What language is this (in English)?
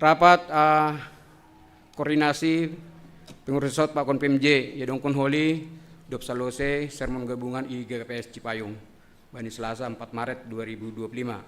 Batak Simalungun